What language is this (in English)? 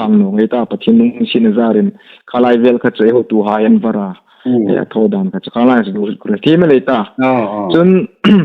Hmar